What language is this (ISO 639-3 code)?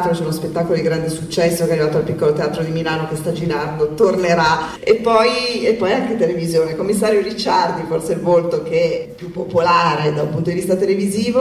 ita